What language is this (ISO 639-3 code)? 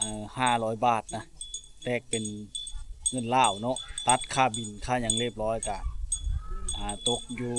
lao